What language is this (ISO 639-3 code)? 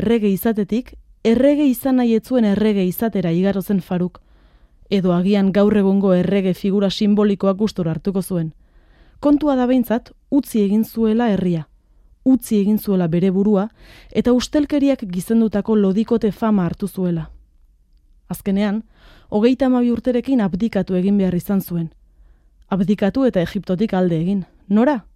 eus